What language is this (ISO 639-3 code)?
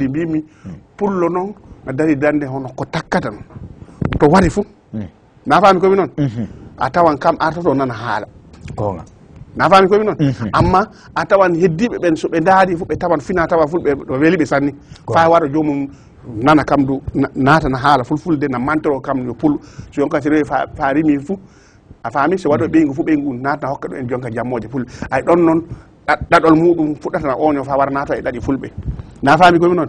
ful